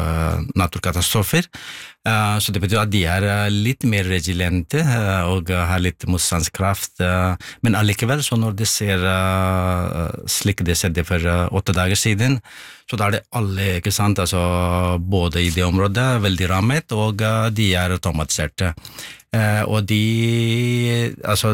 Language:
Norwegian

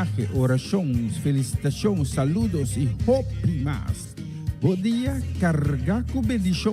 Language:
Papiamento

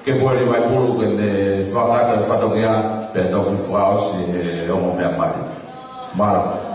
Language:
Tongan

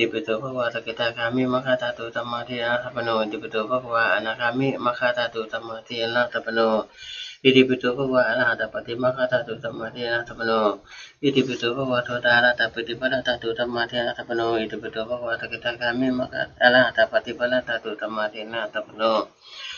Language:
Pali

